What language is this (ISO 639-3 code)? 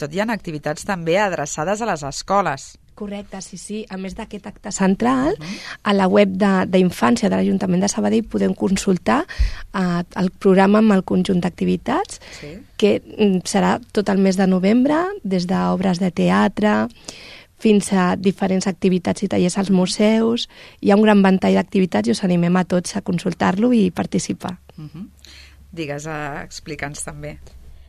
cat